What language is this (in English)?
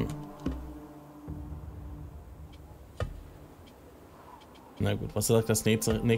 German